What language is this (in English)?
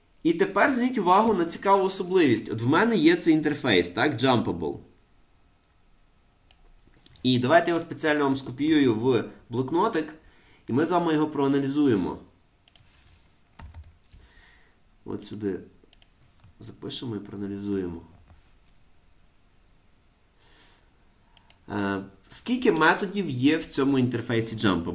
Ukrainian